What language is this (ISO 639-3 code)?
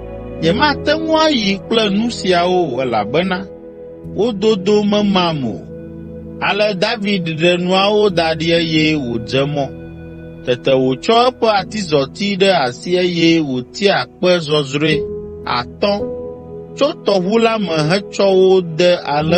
ewe